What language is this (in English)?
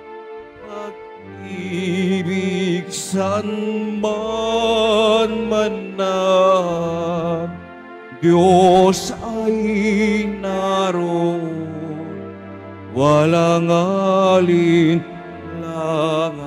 Filipino